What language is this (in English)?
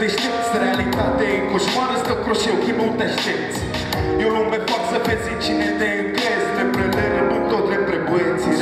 Romanian